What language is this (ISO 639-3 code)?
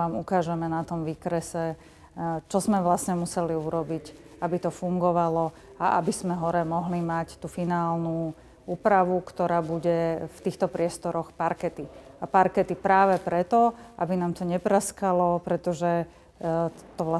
slk